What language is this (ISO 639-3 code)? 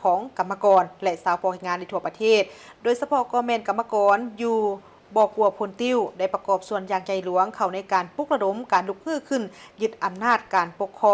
lao